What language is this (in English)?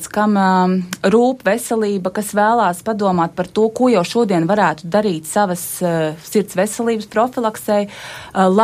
Latvian